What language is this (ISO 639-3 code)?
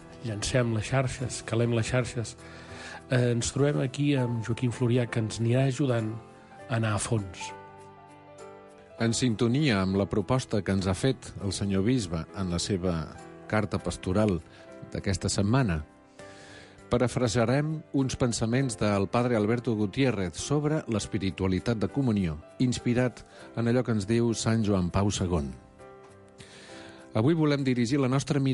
cat